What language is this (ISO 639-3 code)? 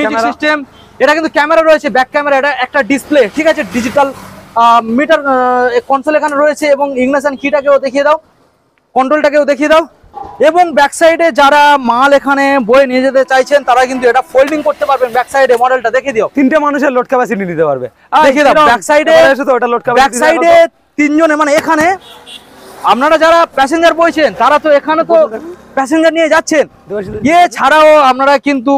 ben